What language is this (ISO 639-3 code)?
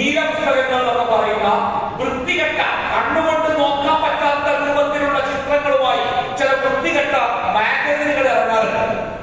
mal